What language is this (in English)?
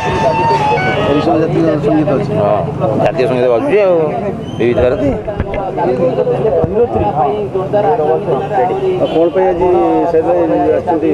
Odia